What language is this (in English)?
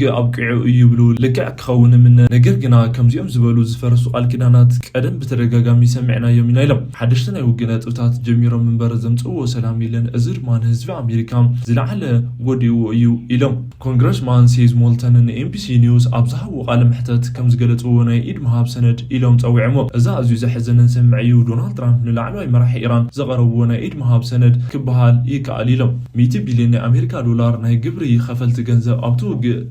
Tigrinya